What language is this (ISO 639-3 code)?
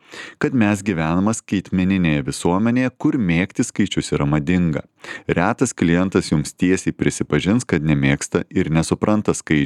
lit